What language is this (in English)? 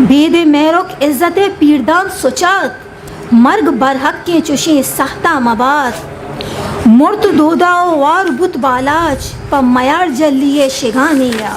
Eastern Balochi